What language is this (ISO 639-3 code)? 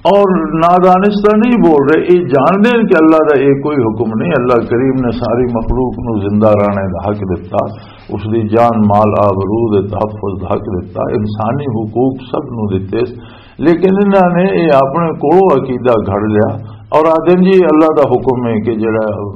lah